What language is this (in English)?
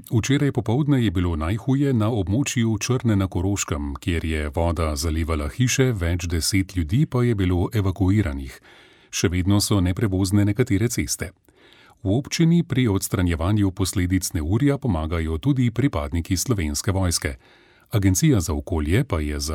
Slovenian